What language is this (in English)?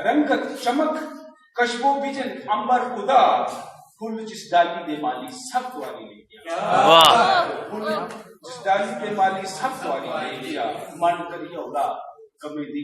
Dogri